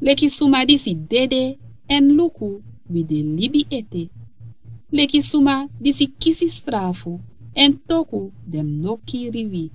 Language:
Sranan Tongo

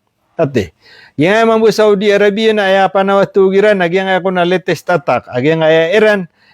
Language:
Maranao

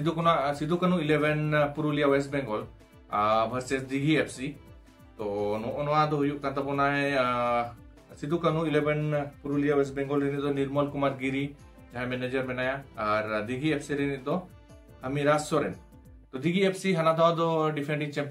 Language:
Santali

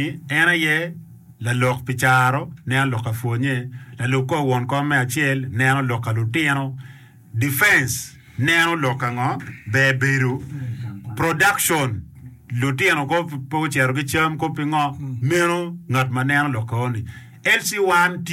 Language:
Acoli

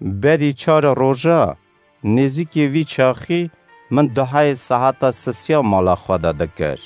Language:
Kurdish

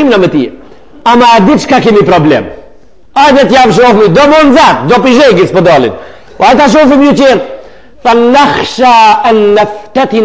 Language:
Albanian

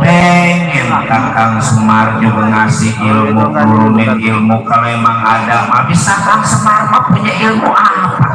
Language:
Betawi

